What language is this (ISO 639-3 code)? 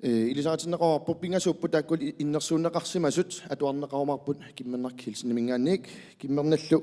kal